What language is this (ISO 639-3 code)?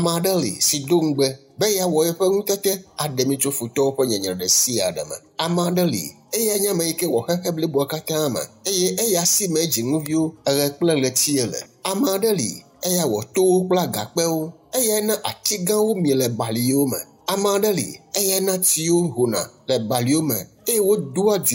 ewe